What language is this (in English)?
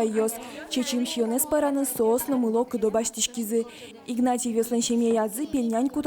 Udmurt